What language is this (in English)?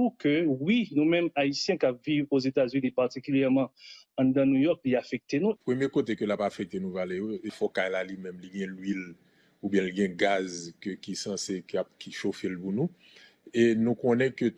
Haitian Creole